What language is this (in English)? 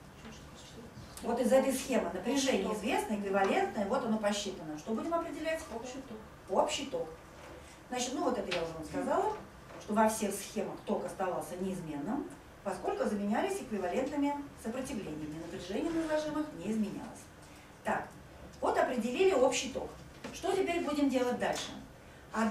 Russian